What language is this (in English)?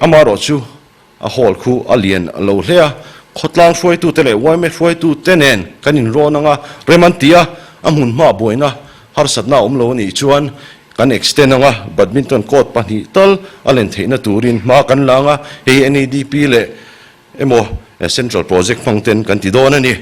Mizo